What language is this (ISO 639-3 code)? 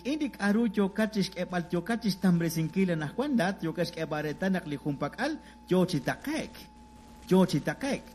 kek